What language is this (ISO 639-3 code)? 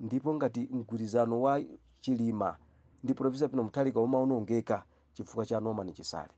nya